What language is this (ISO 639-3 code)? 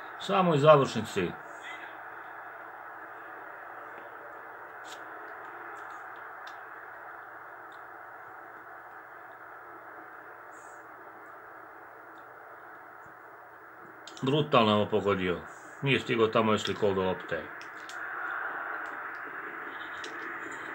hrv